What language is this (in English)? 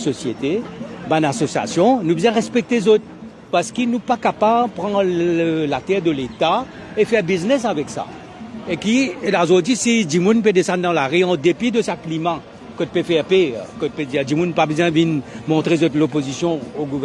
Morisyen